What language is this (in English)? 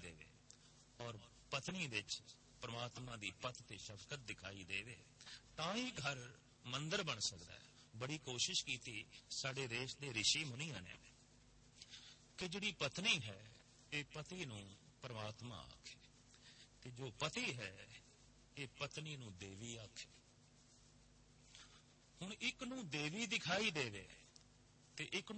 Punjabi